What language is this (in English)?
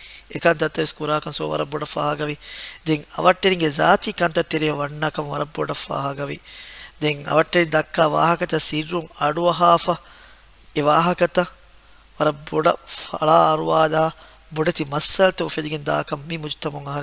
Divehi